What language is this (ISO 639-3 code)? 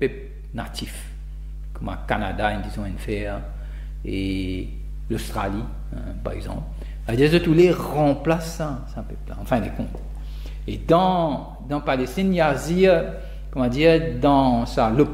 mfe